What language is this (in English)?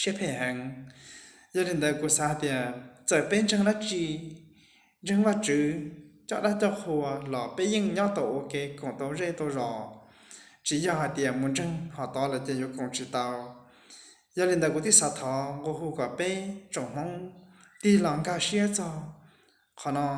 Hmong